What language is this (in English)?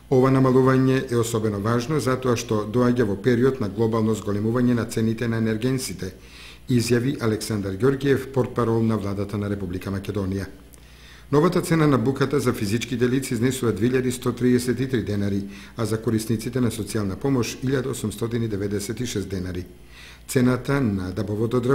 Macedonian